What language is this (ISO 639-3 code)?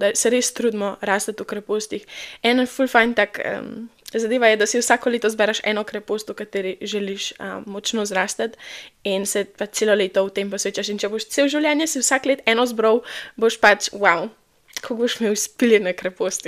slv